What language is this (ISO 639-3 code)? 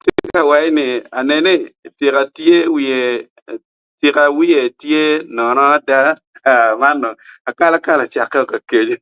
ach